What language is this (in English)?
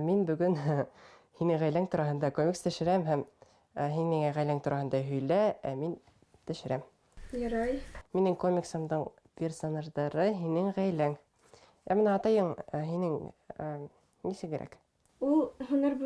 Bashkir